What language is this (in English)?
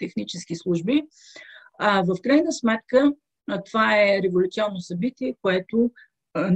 Bulgarian